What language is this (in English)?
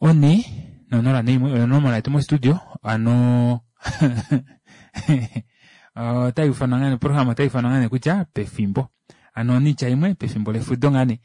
Kuanyama